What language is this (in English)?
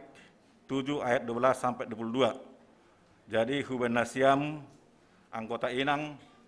Batak Simalungun